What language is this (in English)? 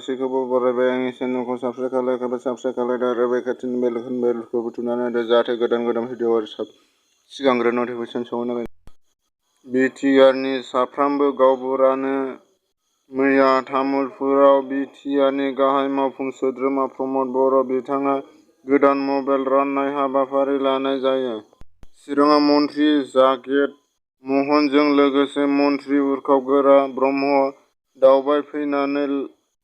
Bodo